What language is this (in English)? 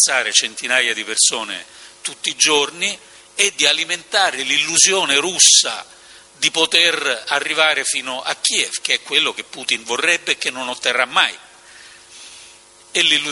Italian